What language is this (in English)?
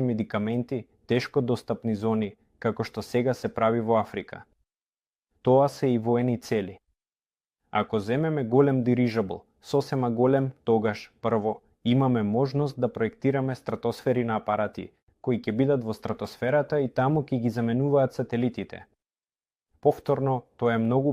Macedonian